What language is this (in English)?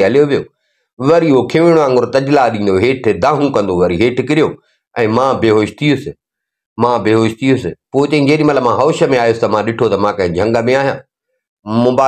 Sindhi